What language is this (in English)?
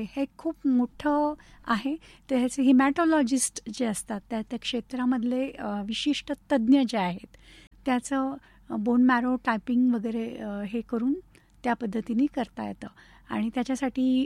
Marathi